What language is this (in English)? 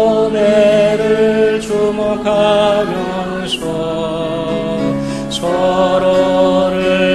Korean